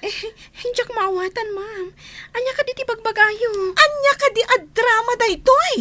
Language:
Iloko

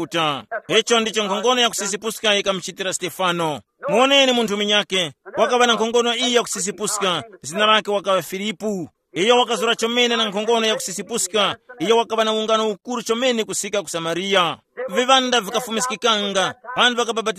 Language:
Tumbuka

